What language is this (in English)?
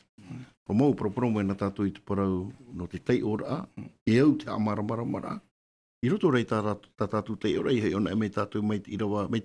Tahitian